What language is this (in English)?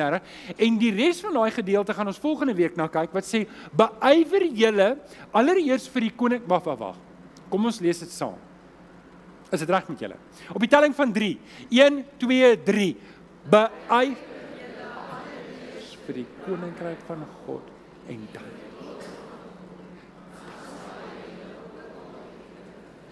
Afrikaans